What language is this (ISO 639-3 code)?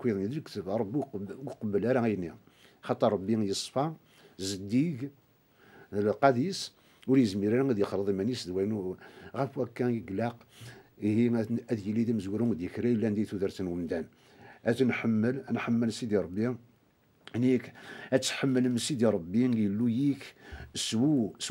kab